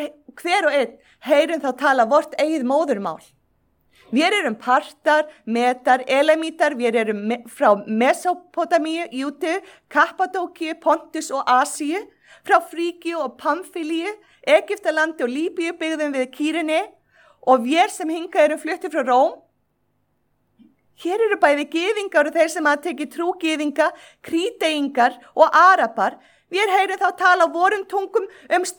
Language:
Icelandic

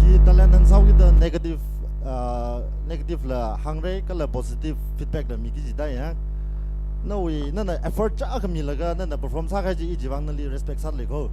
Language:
Tangkhul Naga (India)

